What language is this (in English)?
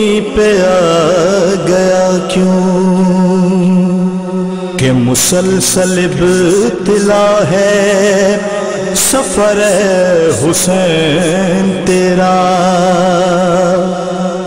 Urdu